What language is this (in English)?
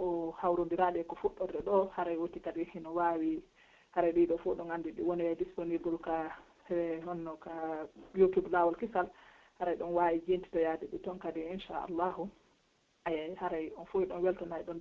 Pular